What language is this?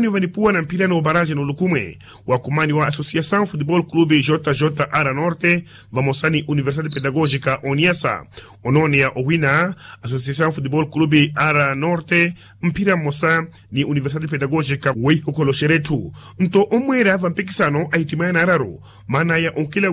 Makhuwa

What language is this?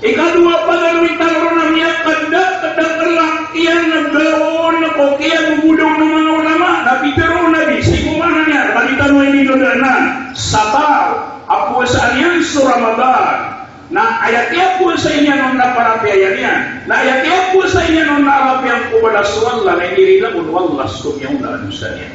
Maranao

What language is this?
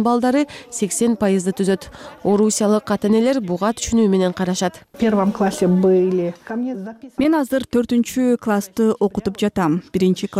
Kyrgyz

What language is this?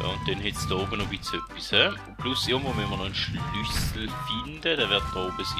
Swiss German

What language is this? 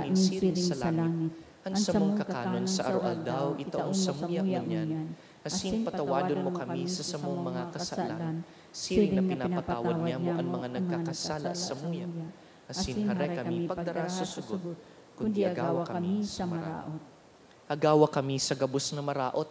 Bikol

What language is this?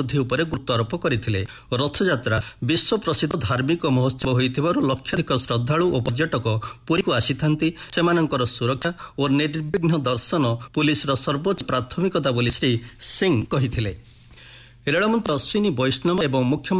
Odia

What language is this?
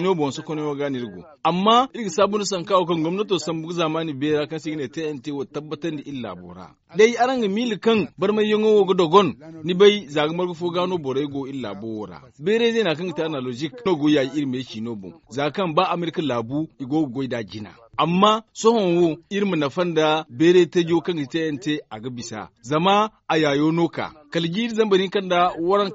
Zarma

